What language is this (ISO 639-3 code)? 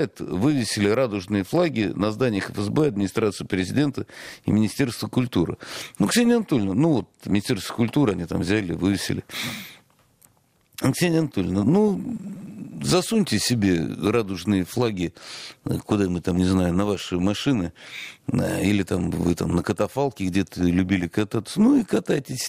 rus